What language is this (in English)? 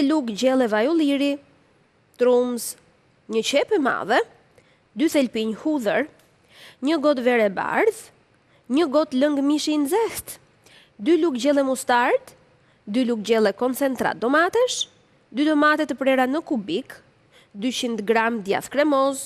Albanian